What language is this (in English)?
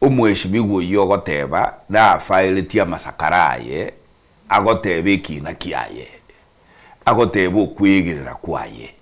Gusii